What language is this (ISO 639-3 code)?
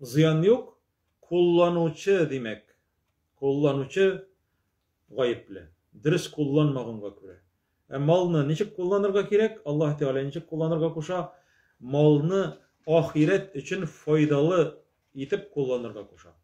tat